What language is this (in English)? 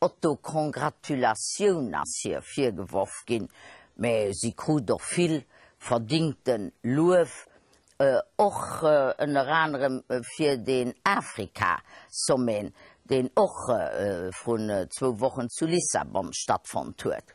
Luxembourgish